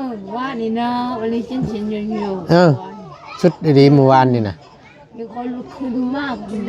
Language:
Northeastern Thai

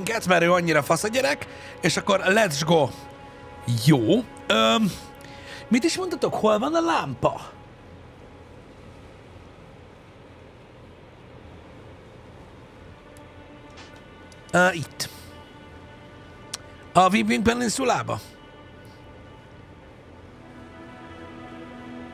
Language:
Hungarian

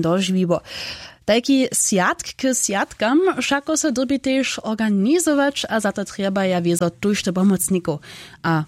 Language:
Upper Sorbian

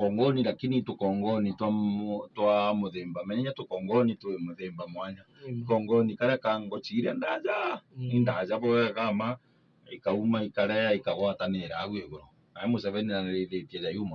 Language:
Meru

